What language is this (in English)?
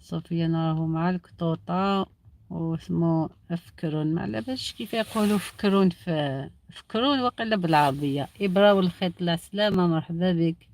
Algerian Arabic